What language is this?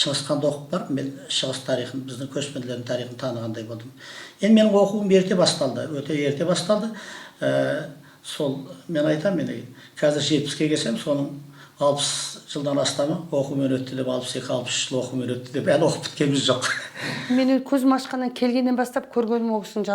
Kazakh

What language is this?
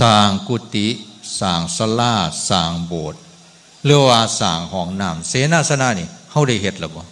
Northeastern Thai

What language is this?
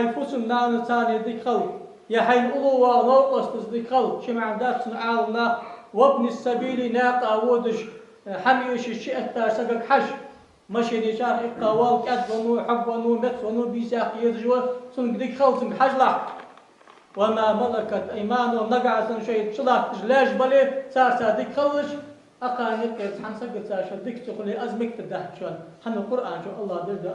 Ingush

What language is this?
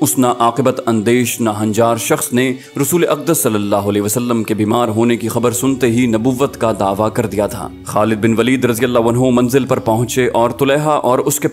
Urdu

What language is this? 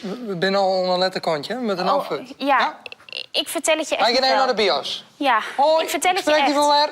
Western Frisian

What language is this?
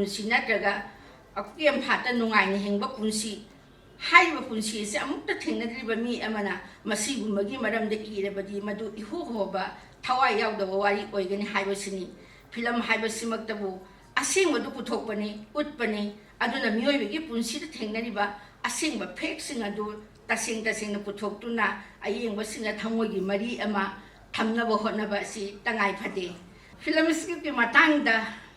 Manipuri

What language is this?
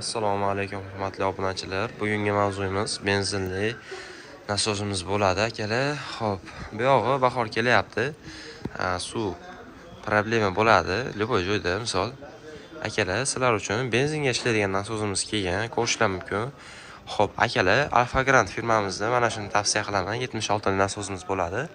Uzbek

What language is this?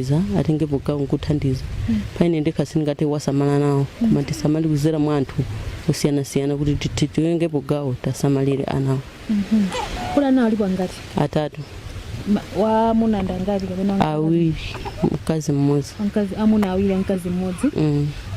Nyanja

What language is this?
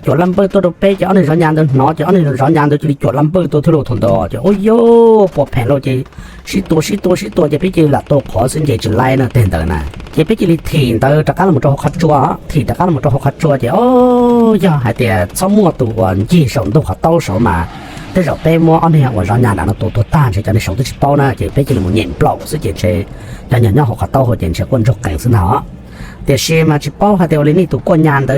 Hmong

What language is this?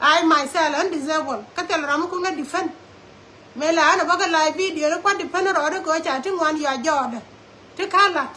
Nuer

